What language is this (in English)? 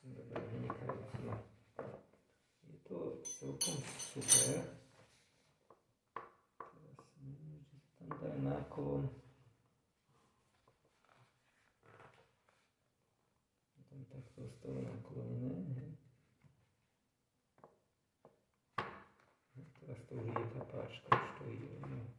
Slovak